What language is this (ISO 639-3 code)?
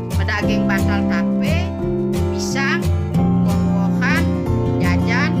ban